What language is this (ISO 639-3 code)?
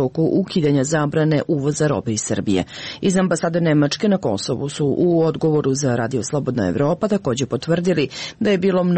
srp